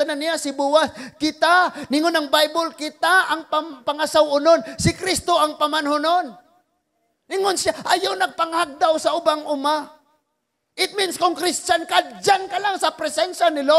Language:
Cebuano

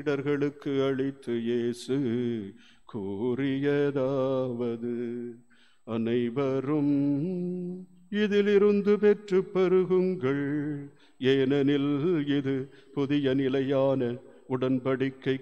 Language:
Tamil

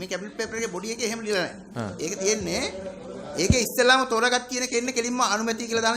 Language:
Sinhala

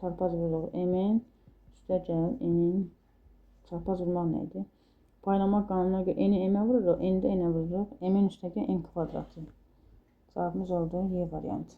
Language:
Azerbaijani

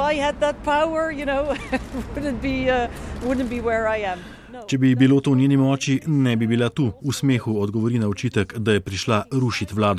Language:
Slovenian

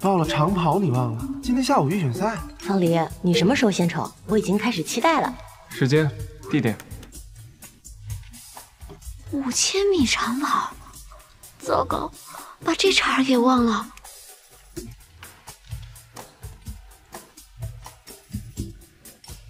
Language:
Chinese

